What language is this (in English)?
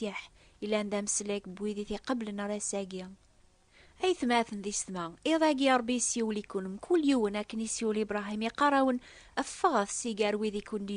Kabyle